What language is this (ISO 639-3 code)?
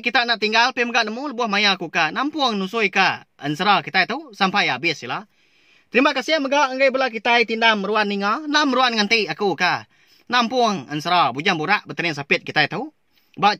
iba